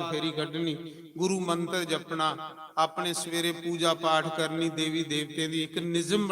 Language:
Dogri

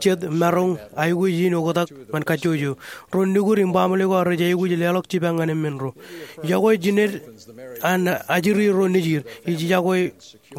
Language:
Marshallese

